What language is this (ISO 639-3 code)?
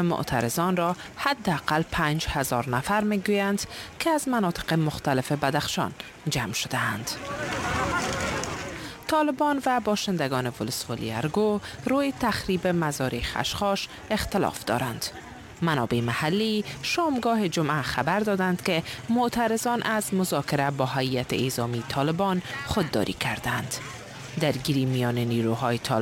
fas